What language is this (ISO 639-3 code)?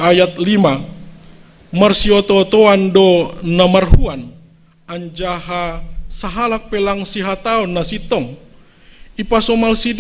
bts